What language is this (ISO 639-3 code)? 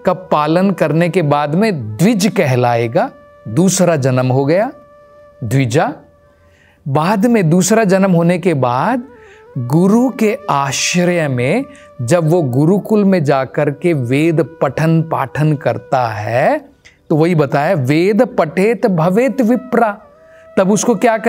hin